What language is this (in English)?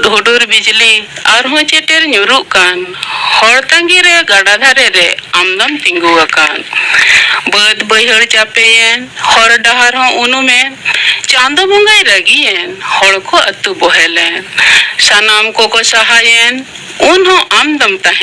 Santali